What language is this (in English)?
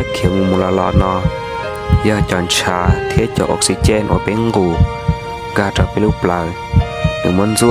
Hmong